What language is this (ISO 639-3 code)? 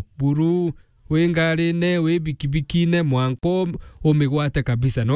mer